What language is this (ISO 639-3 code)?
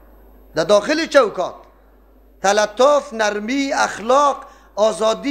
fas